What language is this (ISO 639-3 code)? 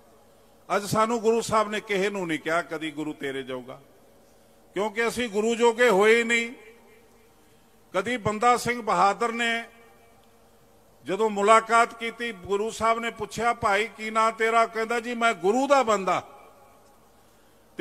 pan